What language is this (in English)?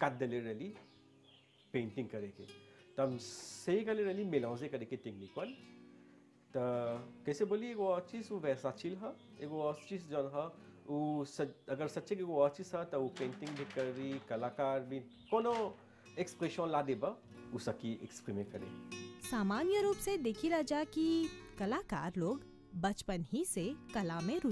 Bhojpuri